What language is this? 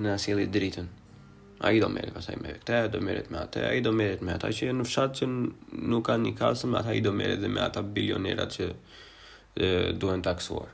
Albanian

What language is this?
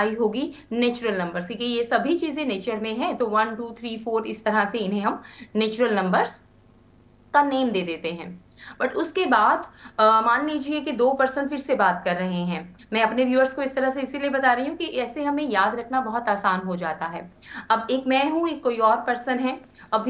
Hindi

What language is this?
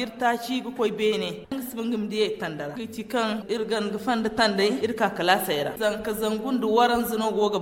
Zarma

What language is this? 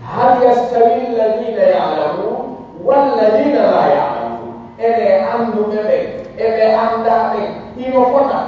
Pular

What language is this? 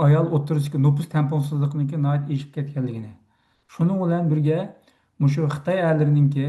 Uyghur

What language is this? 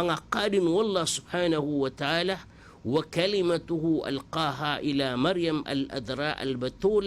Maranao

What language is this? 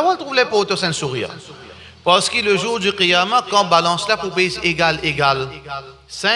Morisyen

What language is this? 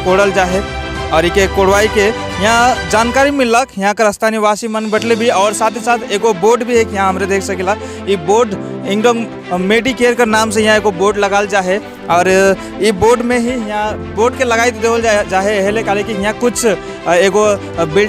Sadri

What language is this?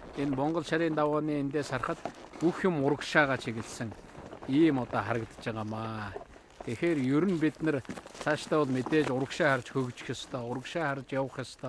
Mongolian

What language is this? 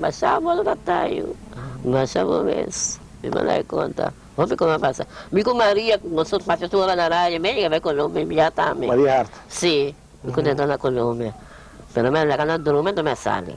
Papiamento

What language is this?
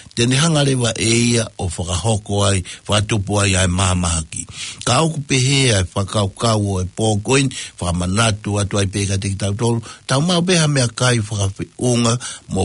Tongan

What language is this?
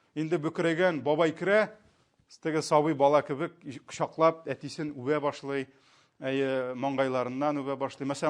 Tatar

